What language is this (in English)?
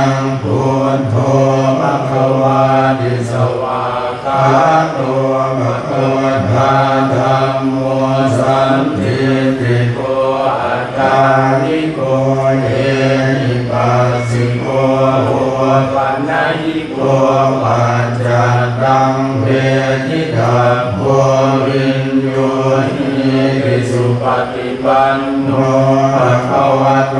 Pali